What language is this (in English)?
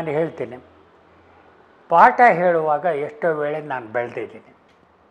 Kannada